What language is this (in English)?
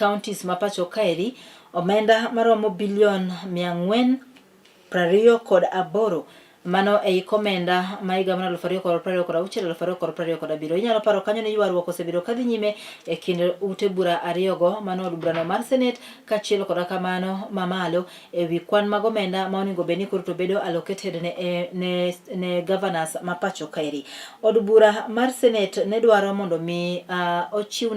Luo (Kenya and Tanzania)